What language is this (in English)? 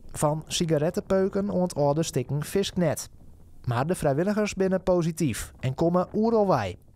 Western Frisian